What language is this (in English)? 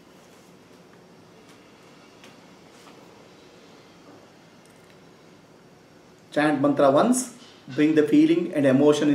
Kannada